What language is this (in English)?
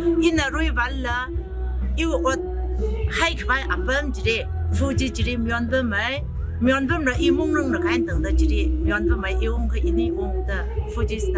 Tangkhul Naga (India)